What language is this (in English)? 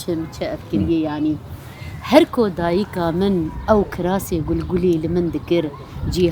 Kurdish